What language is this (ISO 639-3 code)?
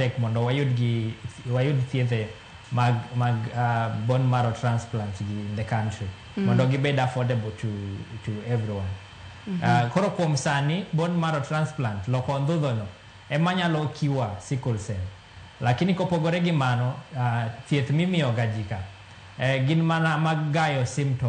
luo